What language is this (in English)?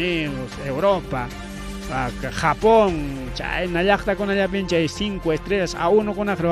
Ayacucho Quechua